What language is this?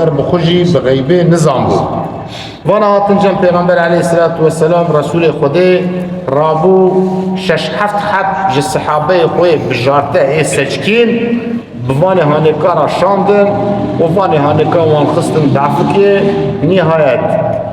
Kurdish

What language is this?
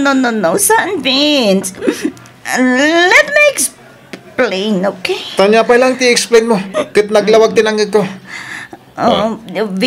Iloko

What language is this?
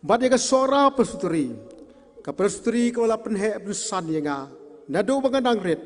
Khasi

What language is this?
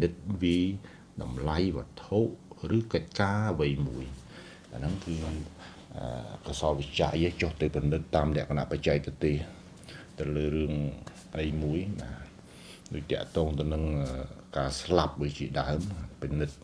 Khmer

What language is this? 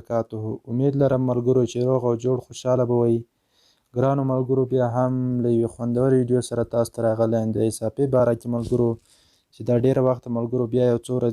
Pashto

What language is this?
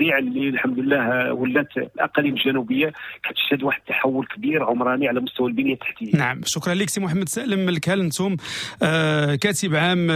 Moroccan Arabic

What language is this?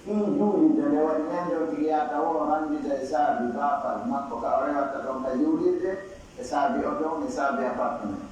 Pular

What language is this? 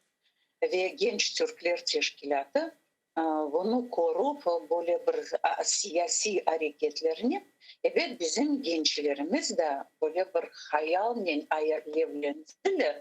Crimean Tatar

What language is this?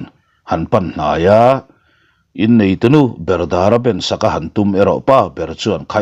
Mizo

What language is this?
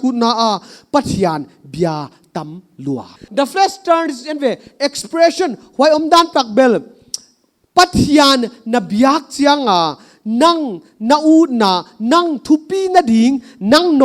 Paite Chin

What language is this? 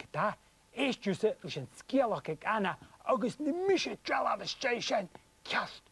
Scottish Gaelic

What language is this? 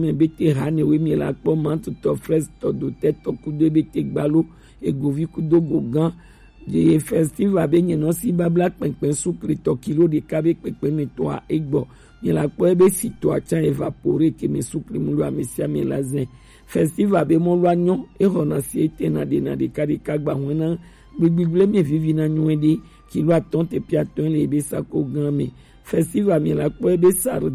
Gen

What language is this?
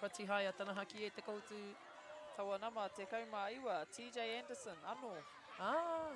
Māori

